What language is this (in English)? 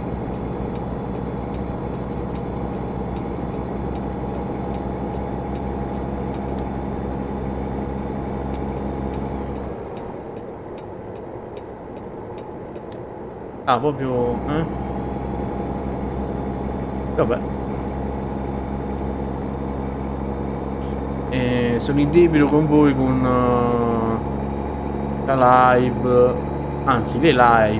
Italian